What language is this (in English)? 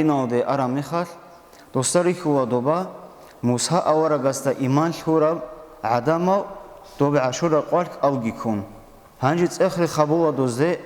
Avaric